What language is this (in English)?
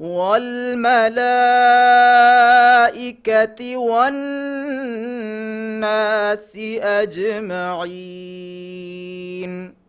Divehi